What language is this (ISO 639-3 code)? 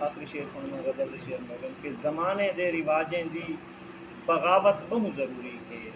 skr